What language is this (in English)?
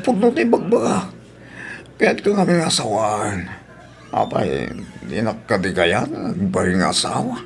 Iloko